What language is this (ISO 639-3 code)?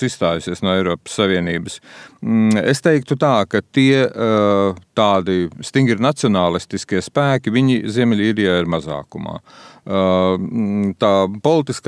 lav